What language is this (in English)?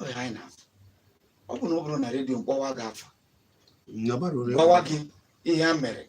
Igbo